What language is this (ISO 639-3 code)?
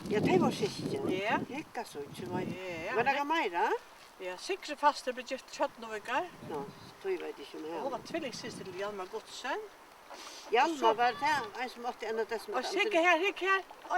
fao